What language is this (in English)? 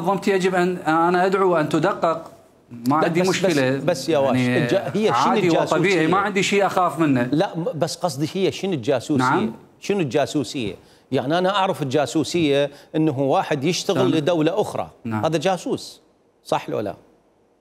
Mesopotamian Arabic